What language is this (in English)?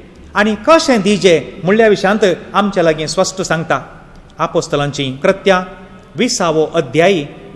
Konkani